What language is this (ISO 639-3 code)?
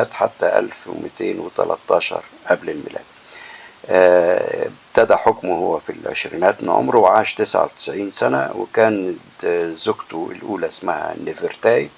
arz